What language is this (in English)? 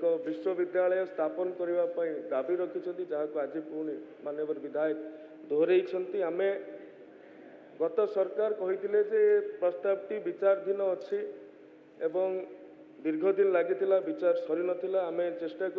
Odia